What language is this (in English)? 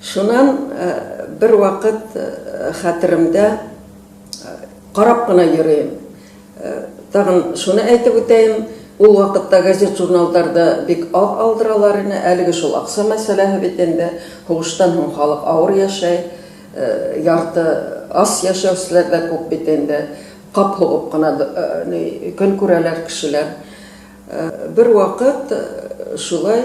Bashkir